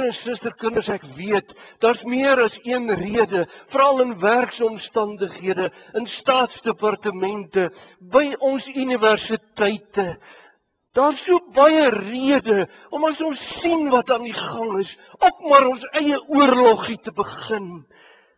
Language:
Afrikaans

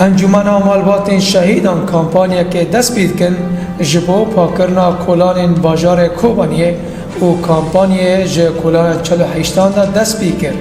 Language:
Kurdish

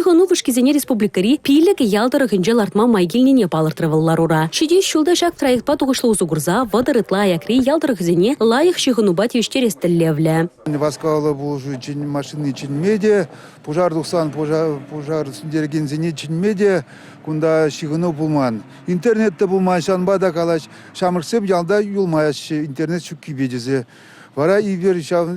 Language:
Chuvash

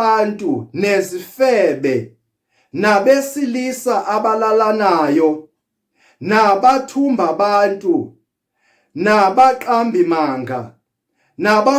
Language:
Zulu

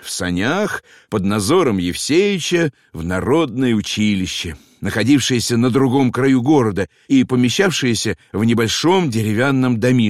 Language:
Russian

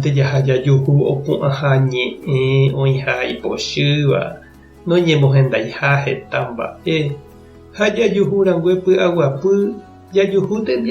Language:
Guarani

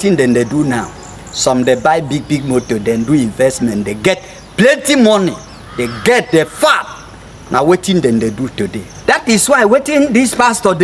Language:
Nigerian Pidgin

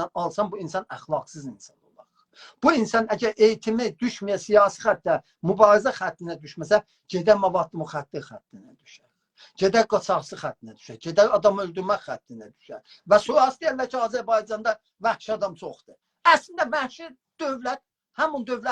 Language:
South Azerbaijani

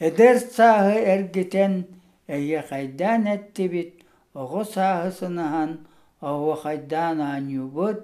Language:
Yakut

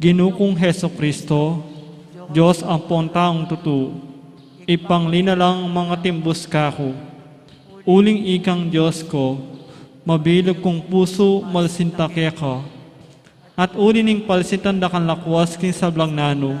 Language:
Pampanga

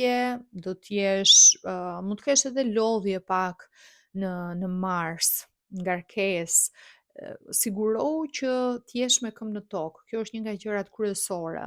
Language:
Albanian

